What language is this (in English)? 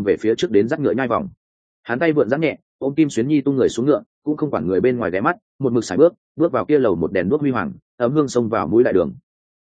Vietnamese